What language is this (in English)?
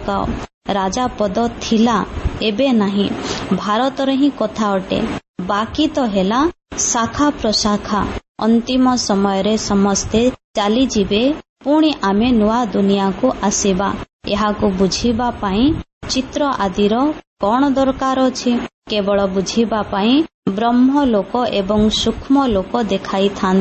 Odia